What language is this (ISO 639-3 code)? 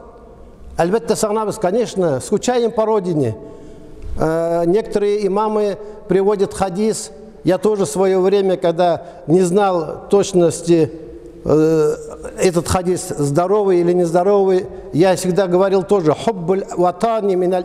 tat